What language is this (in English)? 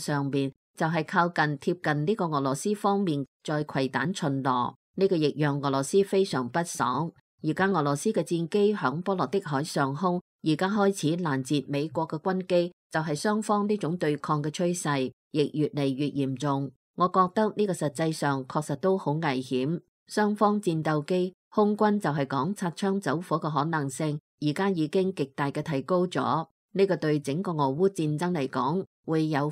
Cantonese